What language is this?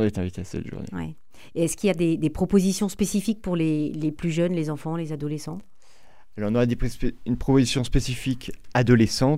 French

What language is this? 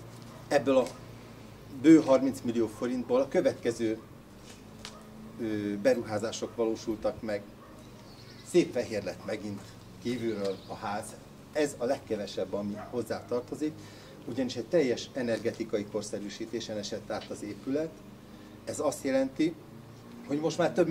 Hungarian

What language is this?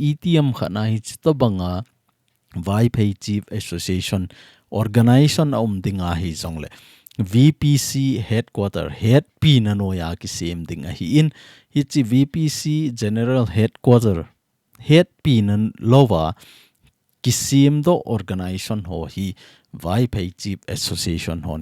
Thado Chin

